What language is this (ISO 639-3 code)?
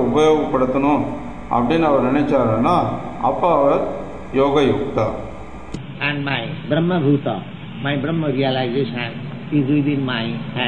tam